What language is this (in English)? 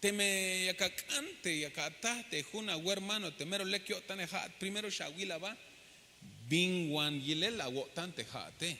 Tzeltal